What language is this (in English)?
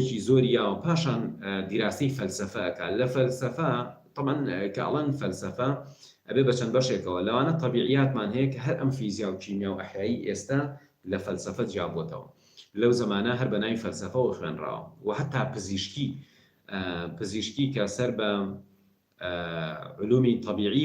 Central Kurdish